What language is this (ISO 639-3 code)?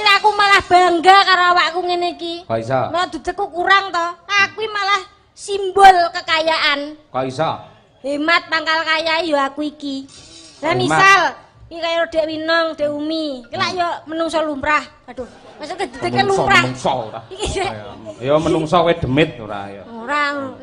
jav